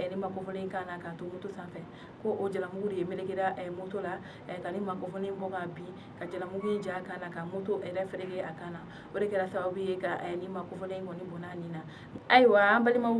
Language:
Bambara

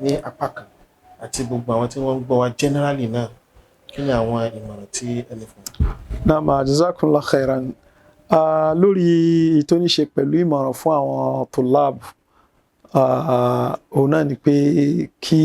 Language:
Yoruba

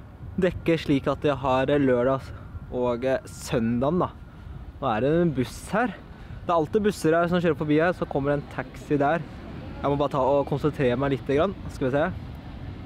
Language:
Norwegian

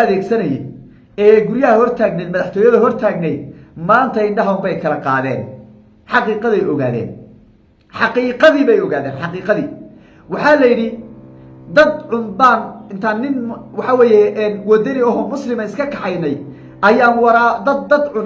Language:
Somali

